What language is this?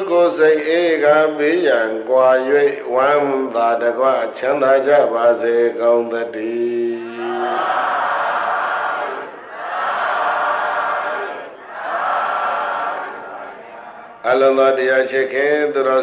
Burmese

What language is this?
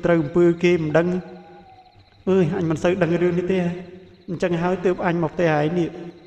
Khmer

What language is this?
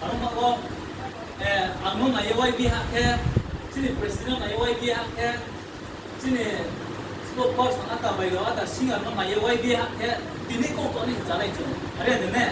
Riang (India)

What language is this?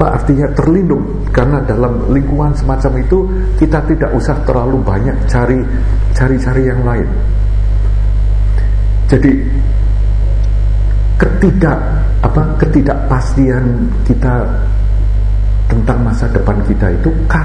Indonesian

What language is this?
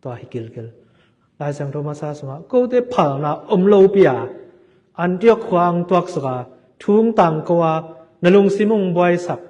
Tedim Chin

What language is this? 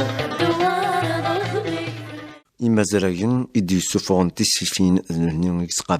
Kabyle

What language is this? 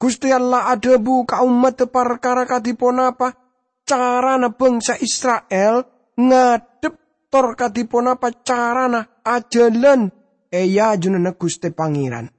Madurese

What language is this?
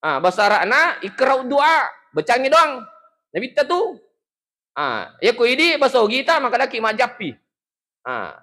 Buginese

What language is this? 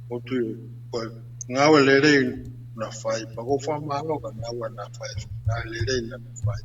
Tongan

